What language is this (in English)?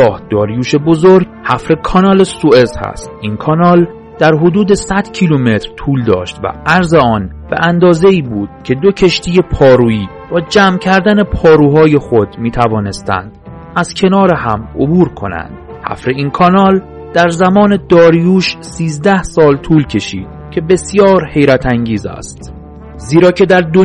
Persian